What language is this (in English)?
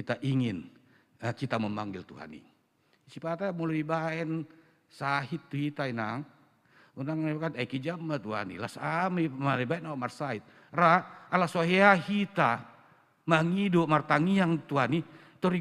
Batak Toba